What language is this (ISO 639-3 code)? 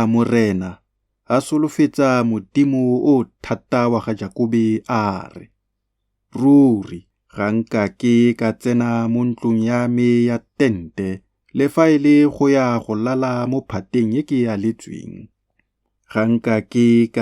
tsn